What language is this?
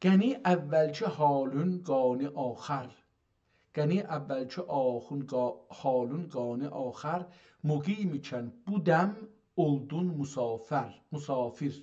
South Azerbaijani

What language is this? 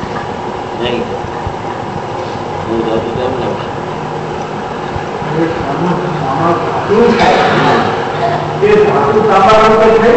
Gujarati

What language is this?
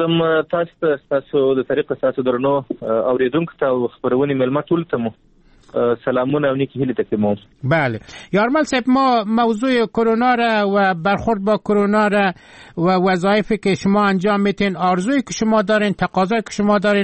Persian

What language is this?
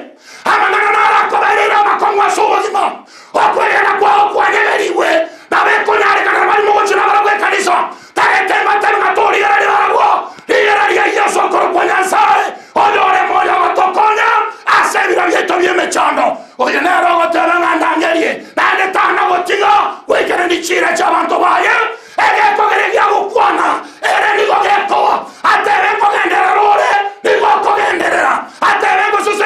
Gusii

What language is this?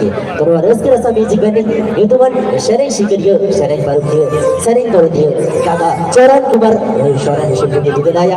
Santali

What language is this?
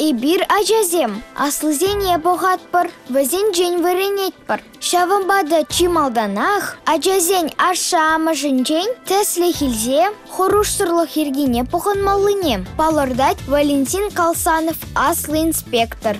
Chuvash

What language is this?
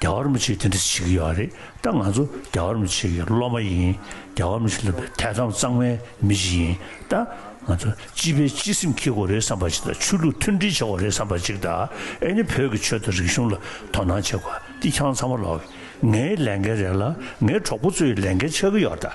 Tibetan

